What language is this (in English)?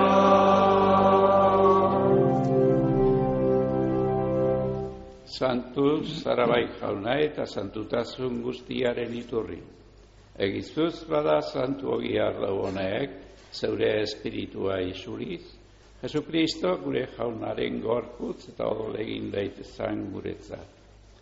Basque